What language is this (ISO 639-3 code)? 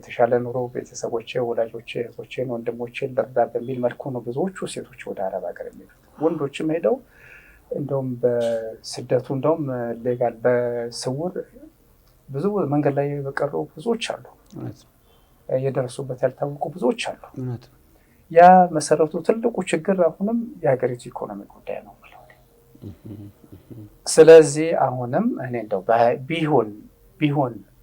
amh